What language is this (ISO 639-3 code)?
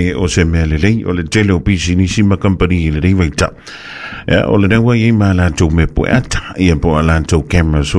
smo